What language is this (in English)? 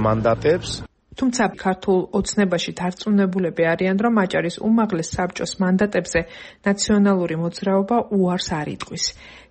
Georgian